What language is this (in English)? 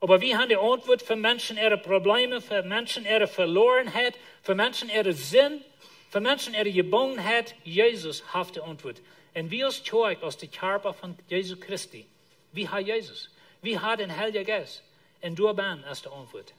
Plautdietsch